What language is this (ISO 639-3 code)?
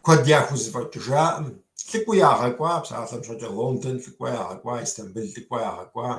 kbd